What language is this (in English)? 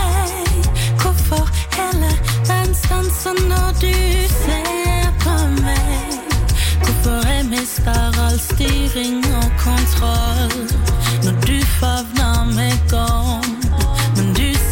Norwegian